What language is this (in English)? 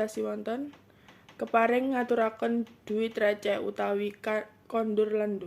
Javanese